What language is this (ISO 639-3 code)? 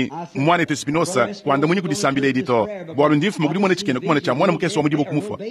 lua